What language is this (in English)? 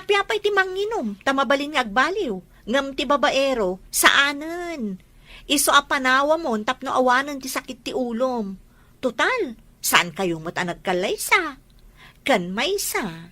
Iloko